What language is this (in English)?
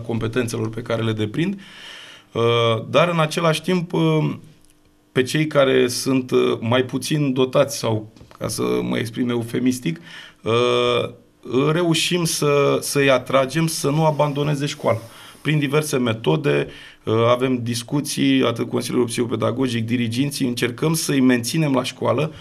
Romanian